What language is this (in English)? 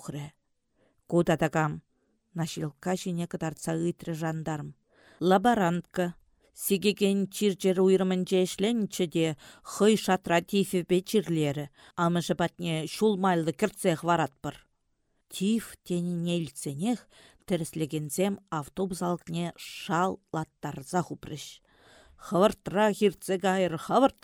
Chuvash